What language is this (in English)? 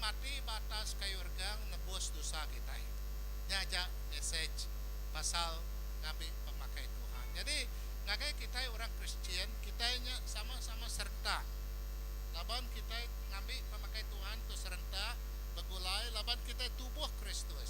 Iban